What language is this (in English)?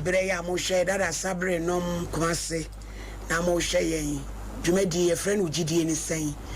Akan